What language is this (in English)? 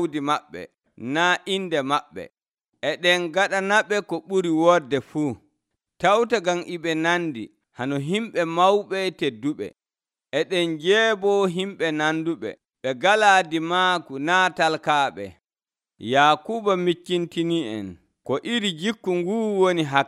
Nigerian Fulfulde